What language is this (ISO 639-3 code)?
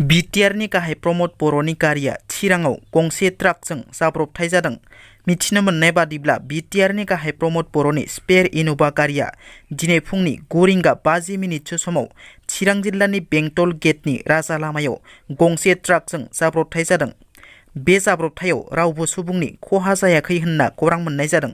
brx